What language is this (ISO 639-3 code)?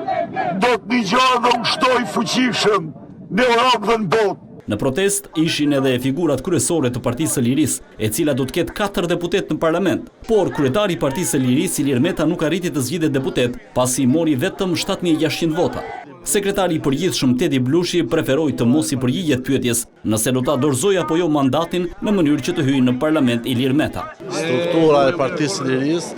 sqi